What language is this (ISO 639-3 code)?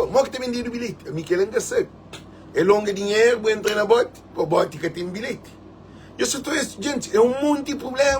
kea